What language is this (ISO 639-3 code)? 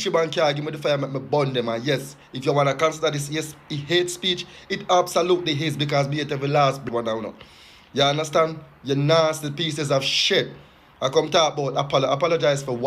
jam